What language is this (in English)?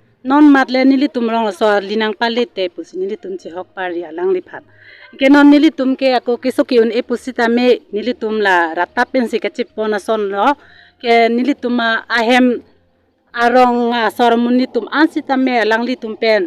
Karbi